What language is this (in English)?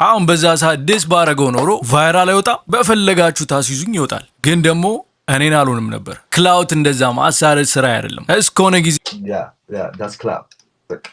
Amharic